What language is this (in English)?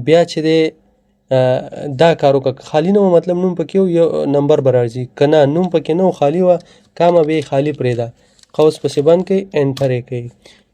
Pashto